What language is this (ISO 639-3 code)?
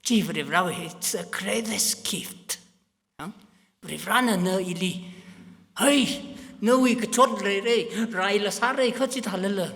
nmf